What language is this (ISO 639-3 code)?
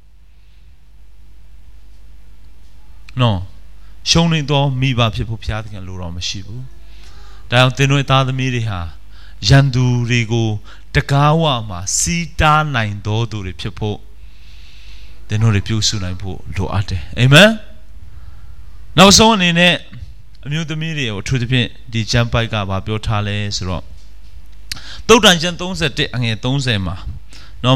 mya